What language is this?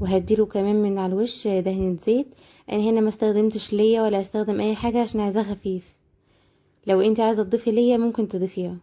Egyptian Arabic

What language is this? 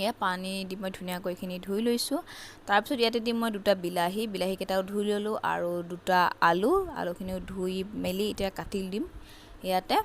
Assamese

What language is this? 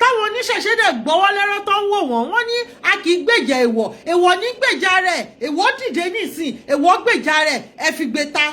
Yoruba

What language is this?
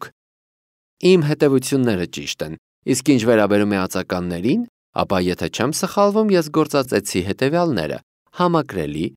Armenian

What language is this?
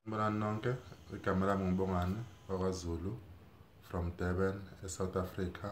Zulu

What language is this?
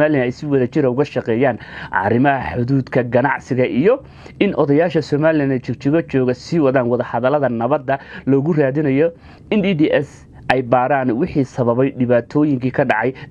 Somali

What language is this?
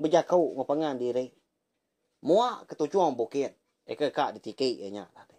Iban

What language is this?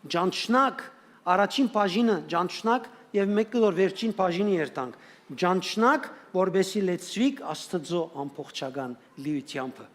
Western Armenian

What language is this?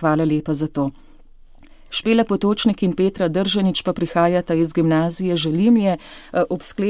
Slovenian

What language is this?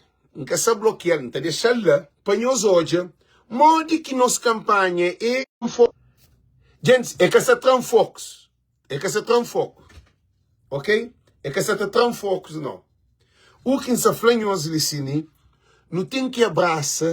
Kabuverdianu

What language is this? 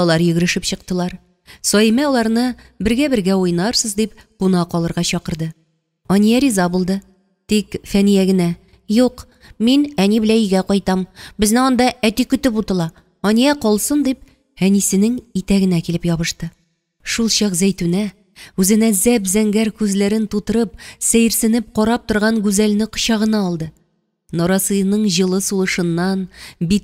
Tatar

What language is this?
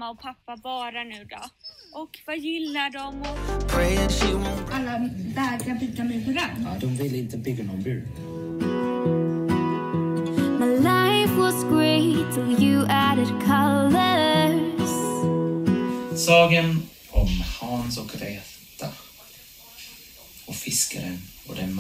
Swedish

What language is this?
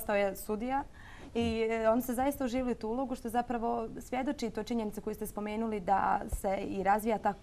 Bosnian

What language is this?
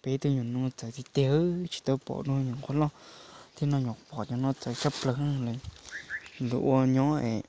Hmong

